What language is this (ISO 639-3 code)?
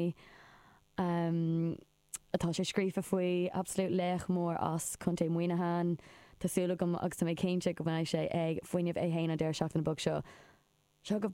gle